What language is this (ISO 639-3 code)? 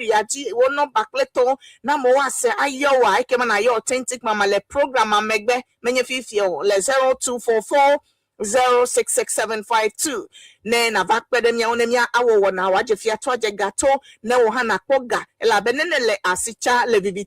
ewe